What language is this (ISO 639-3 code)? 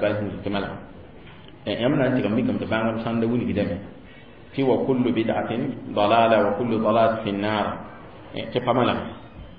mos